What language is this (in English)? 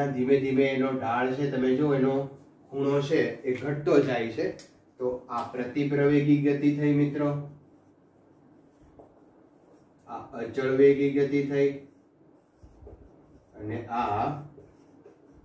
Gujarati